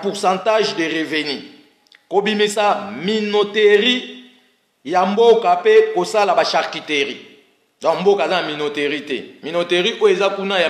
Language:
Lingala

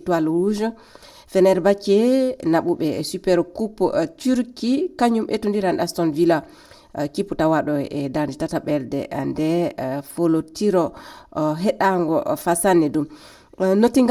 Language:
Fula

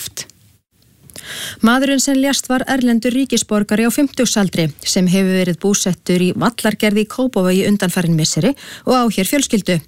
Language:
Icelandic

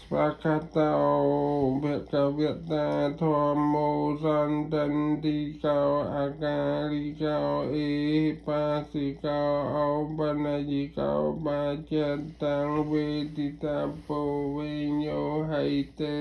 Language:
Khmer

